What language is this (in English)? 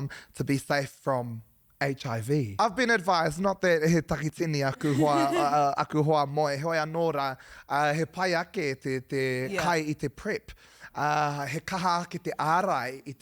Māori